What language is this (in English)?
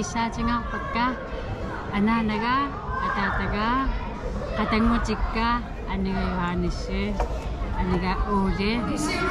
Kalaallisut